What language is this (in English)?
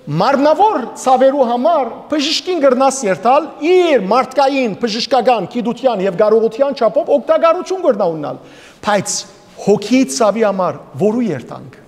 Western Armenian